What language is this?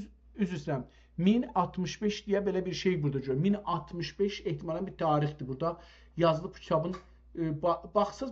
South Azerbaijani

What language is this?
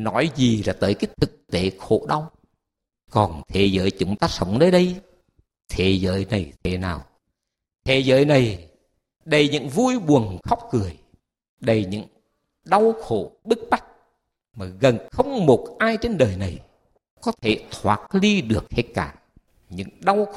Vietnamese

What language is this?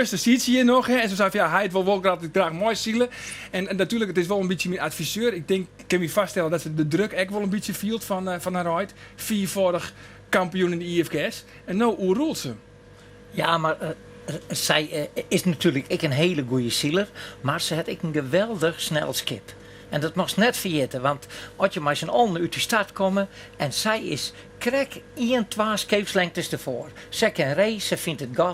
Western Frisian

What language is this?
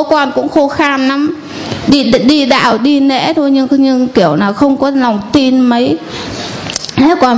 Vietnamese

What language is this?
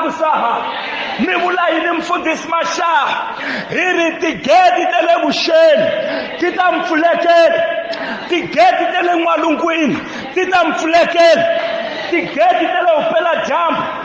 Tsonga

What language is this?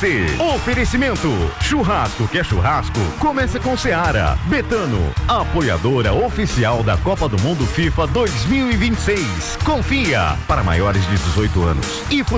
Portuguese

